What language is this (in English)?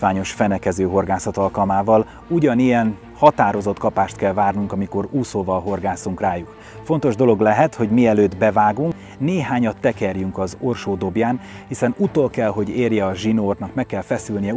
Hungarian